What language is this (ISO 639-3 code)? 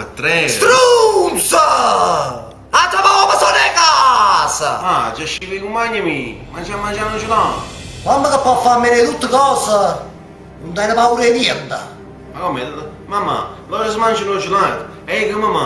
nap